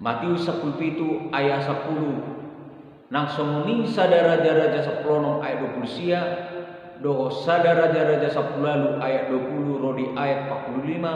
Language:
Batak Toba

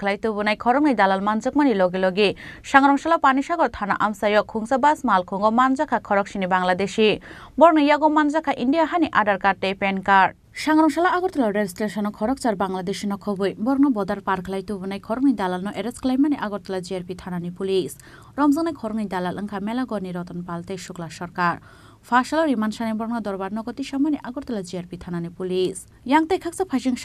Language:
Kok Borok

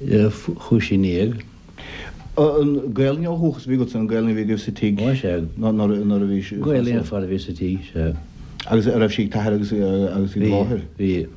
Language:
Irish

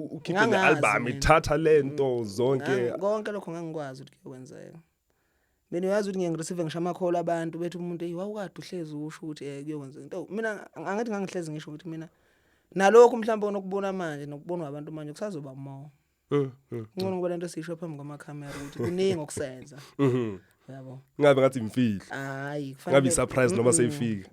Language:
Zulu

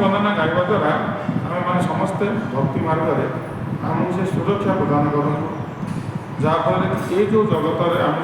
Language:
Odia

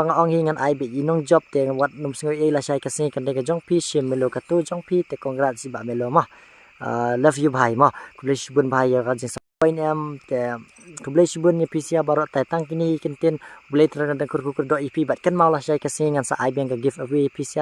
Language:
Khasi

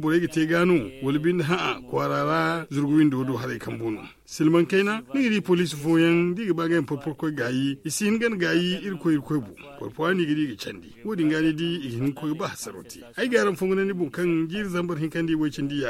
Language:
Zarma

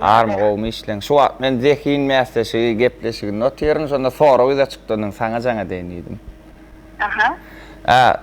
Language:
Turkmen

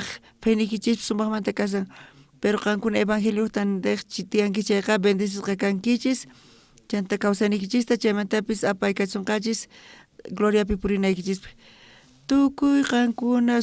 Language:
South Bolivian Quechua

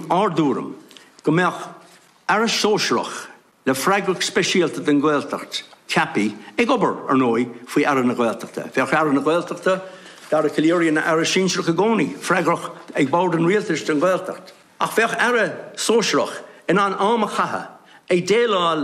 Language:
Irish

